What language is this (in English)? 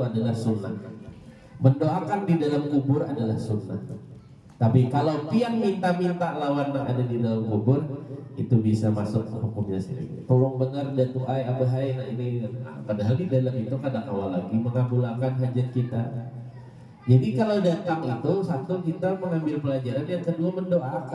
Banjar